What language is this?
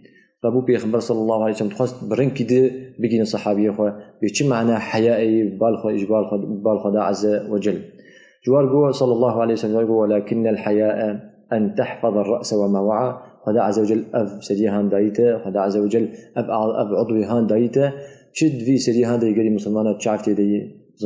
Kurdish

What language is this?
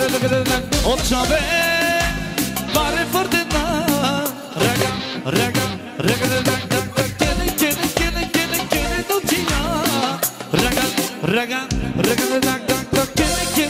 Bulgarian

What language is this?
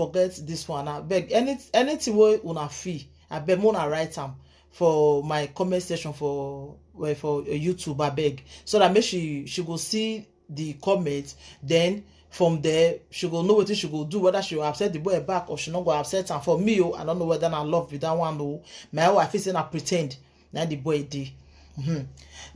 Nigerian Pidgin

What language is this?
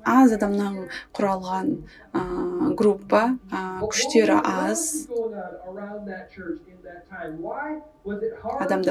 Kazakh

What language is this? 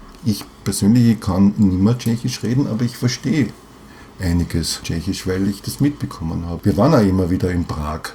German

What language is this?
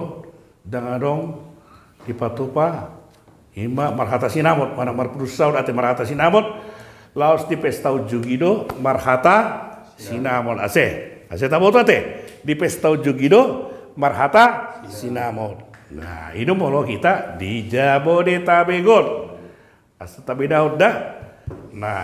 Batak Toba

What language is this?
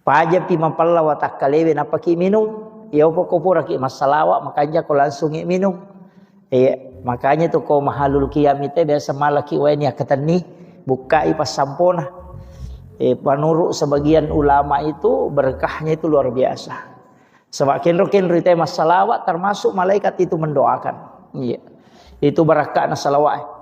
Buginese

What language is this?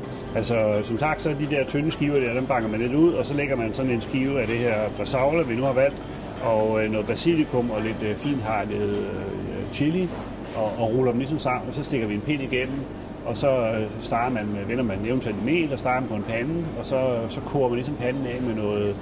Danish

